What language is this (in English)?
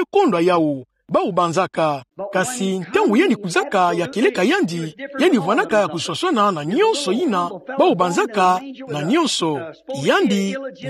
Kituba (Democratic Republic of Congo)